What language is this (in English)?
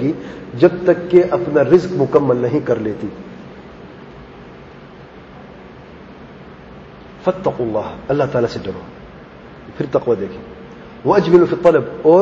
Urdu